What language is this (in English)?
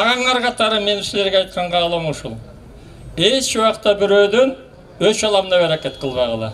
Kyrgyz